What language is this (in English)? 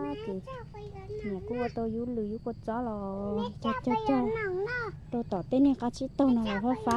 Hmong